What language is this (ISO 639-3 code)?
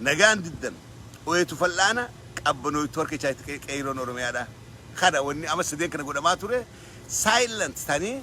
orm